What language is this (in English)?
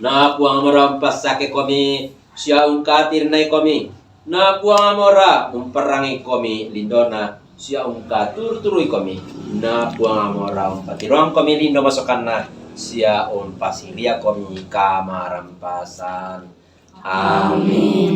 Toraja-Sa'dan